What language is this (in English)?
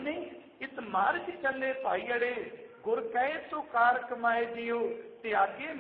Punjabi